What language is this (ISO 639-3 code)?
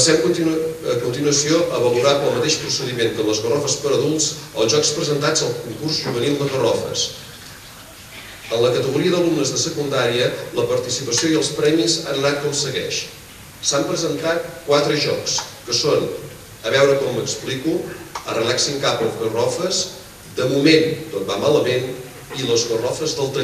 cat